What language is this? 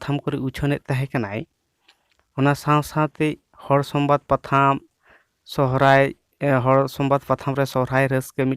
Santali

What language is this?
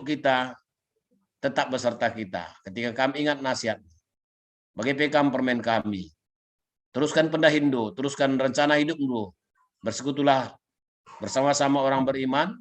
Batak Karo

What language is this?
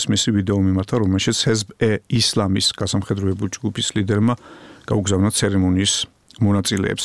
Georgian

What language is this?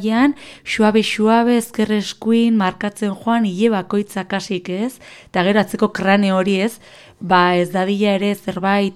Basque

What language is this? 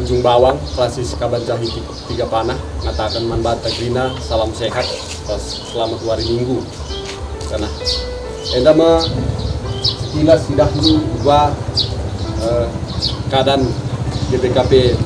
Batak Karo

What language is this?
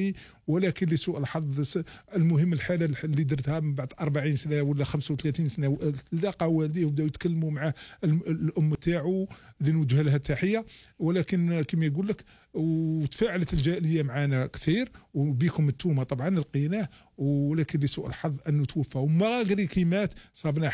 Algerian Arabic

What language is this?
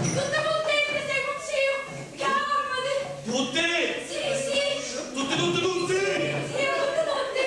Sicilian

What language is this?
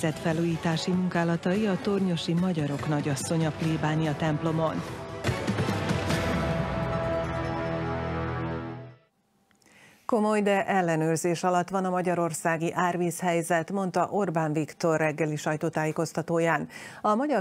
Hungarian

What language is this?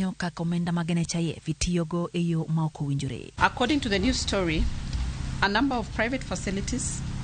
Luo (Kenya and Tanzania)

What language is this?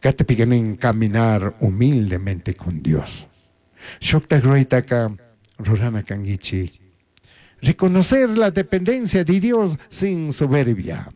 Chimborazo Highland Quichua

